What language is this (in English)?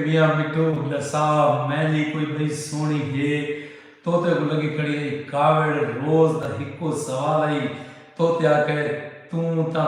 Saraiki